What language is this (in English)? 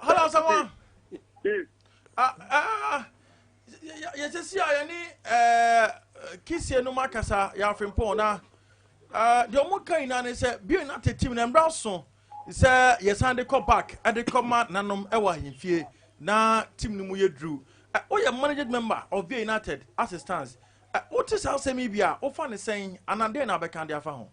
Akan